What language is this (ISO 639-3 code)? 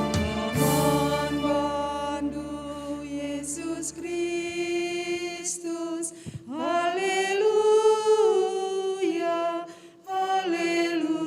btx